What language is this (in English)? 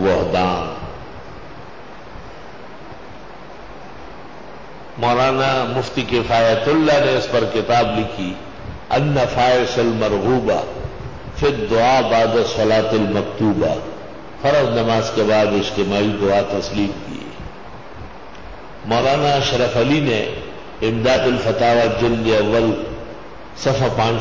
Urdu